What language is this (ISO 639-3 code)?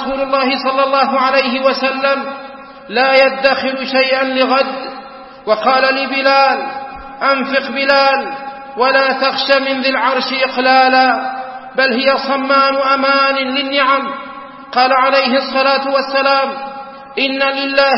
ara